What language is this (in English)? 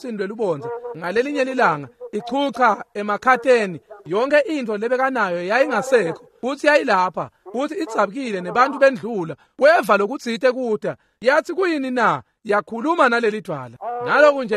Swati